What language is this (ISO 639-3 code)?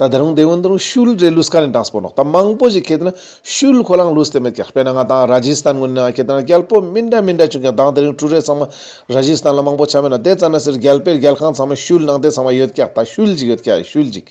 lbj